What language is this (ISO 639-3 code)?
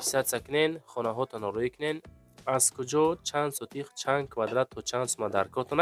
tgk